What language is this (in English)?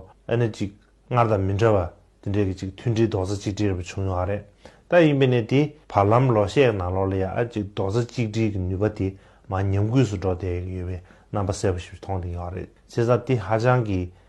Tibetan